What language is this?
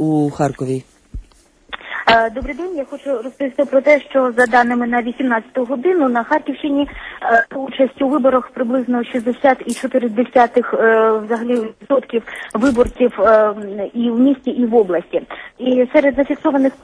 Ukrainian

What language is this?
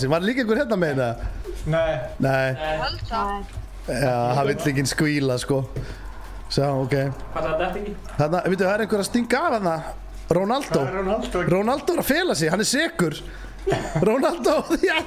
Icelandic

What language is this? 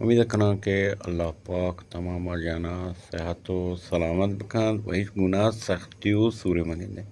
Eastern Balochi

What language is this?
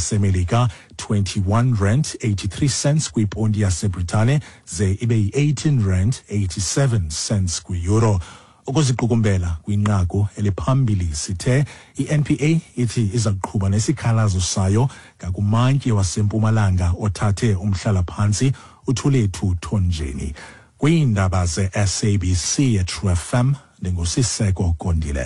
Xhosa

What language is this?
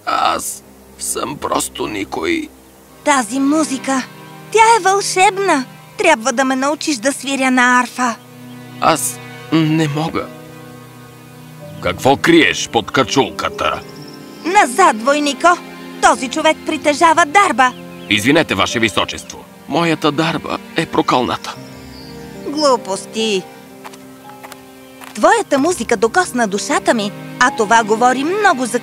Bulgarian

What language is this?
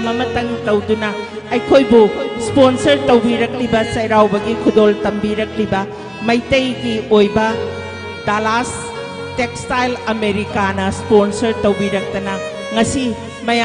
Manipuri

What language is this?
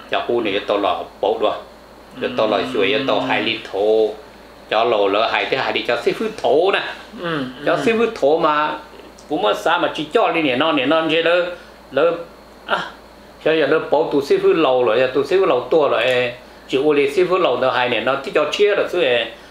Vietnamese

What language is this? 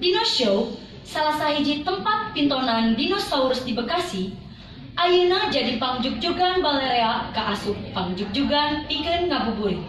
Sundanese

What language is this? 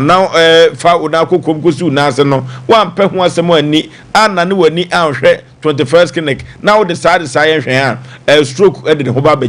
Akan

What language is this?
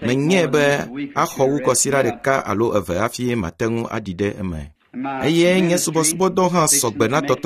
Ewe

